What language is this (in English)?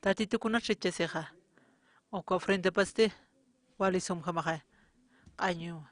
Aymara